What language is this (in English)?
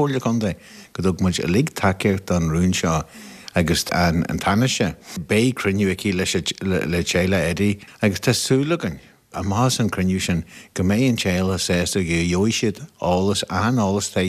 Irish